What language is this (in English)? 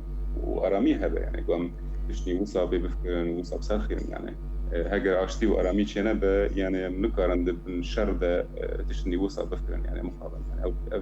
Kurdish